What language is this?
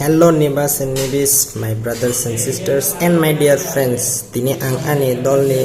Kok Borok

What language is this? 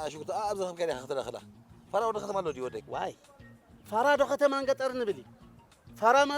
Tigrinya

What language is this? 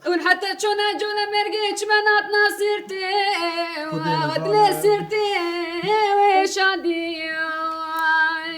Kurdish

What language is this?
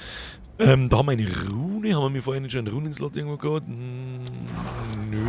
Bavarian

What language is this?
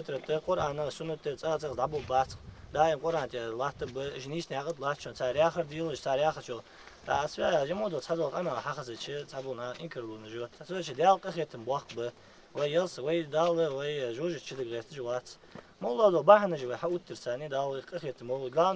Ingush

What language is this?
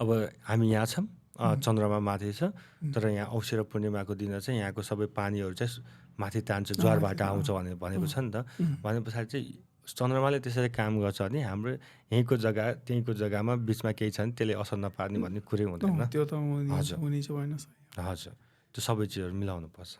Nepali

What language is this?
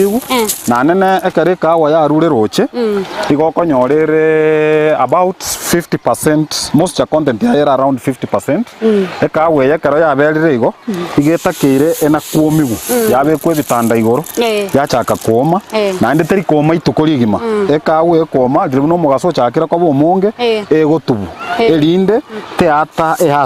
Gusii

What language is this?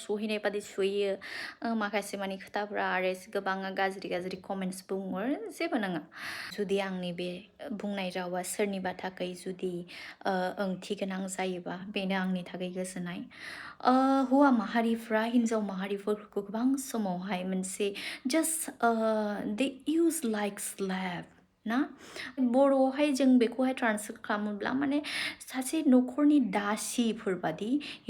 Bodo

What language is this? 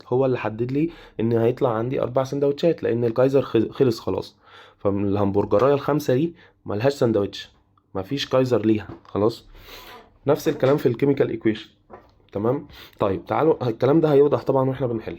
Egyptian Arabic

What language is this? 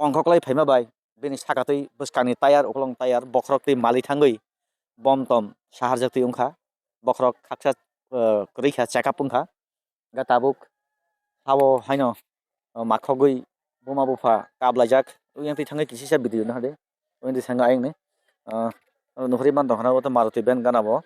Kok Borok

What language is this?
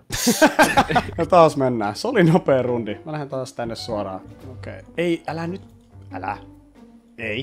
Finnish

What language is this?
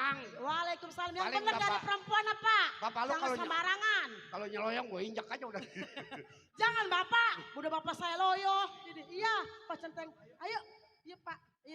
Betawi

